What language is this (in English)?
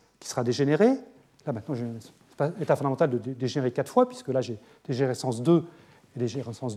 French